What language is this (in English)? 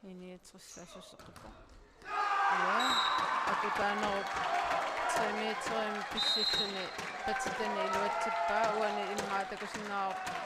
Kalaallisut